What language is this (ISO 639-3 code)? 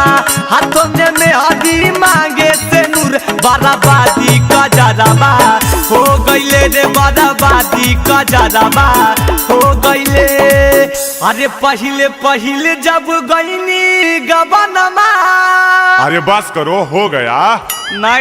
mag